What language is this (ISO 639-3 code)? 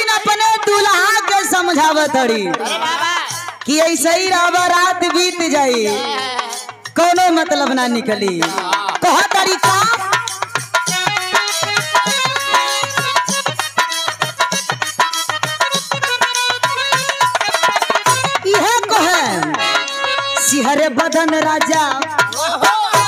bho